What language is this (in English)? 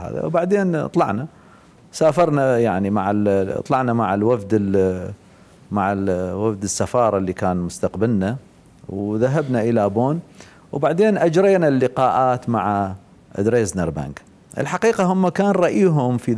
Mesopotamian Arabic